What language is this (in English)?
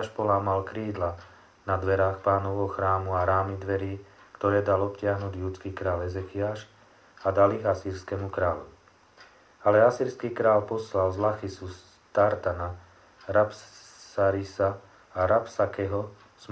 Slovak